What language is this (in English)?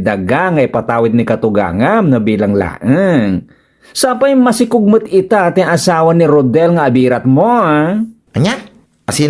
Iloko